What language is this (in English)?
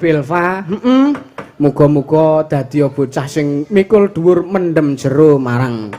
Javanese